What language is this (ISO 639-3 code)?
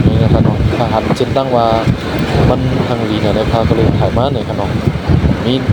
shn